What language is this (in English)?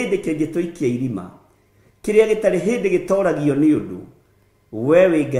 Kikuyu